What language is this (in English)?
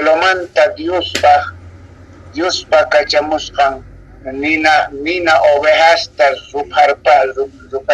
South Bolivian Quechua